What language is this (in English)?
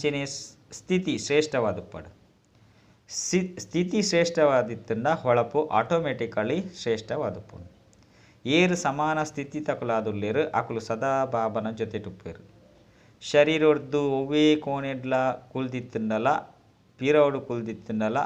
Tulu